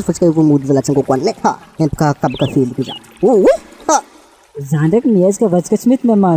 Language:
Malagasy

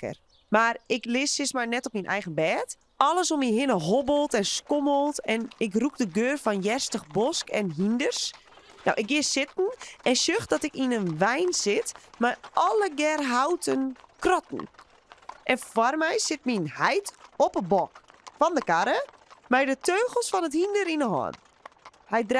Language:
Western Frisian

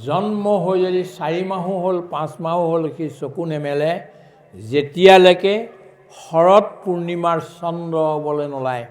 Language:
Assamese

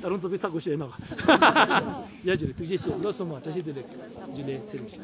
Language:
Ladakhi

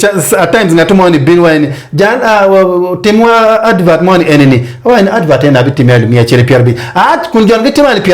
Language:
Acoli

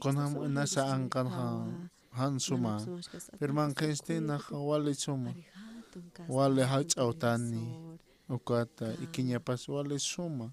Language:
Aymara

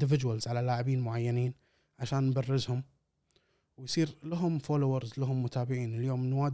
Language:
Gulf Arabic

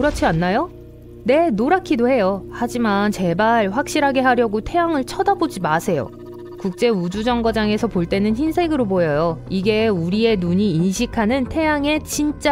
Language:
Korean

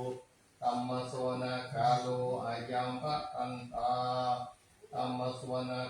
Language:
Pali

